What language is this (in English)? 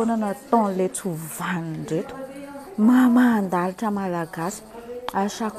Malagasy